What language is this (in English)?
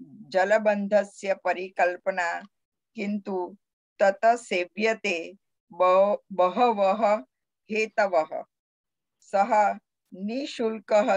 Sanskrit